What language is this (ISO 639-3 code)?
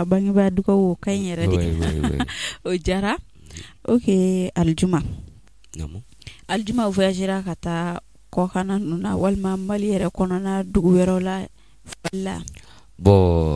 bam